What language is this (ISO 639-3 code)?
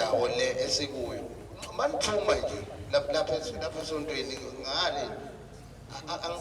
zul